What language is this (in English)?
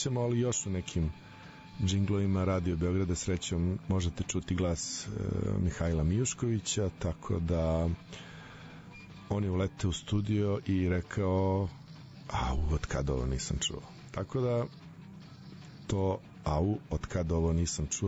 Serbian